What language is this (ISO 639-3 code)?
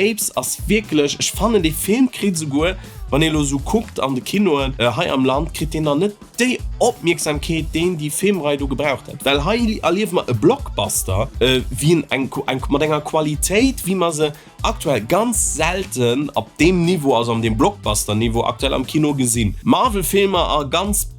ltz